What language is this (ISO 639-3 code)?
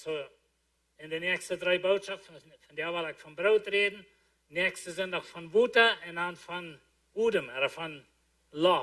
pdt